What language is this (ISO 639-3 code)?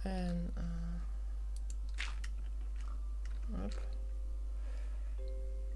nld